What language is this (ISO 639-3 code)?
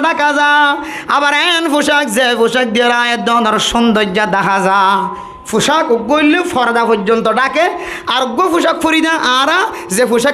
rhg